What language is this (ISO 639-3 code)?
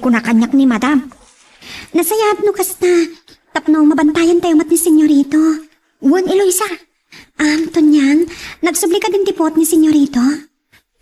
ilo